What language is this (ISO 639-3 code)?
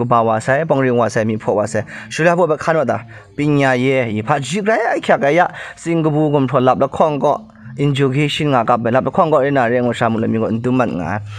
kac